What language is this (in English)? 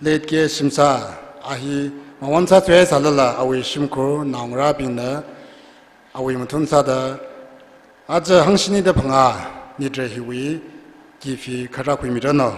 Tangkhul Naga (India)